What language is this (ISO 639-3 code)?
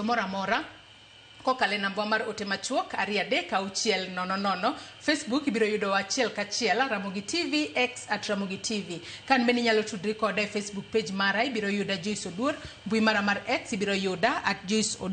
luo